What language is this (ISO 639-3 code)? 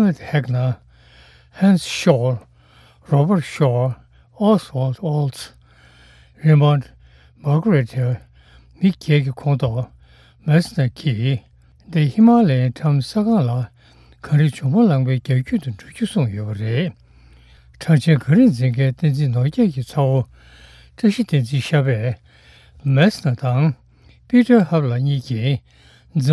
bod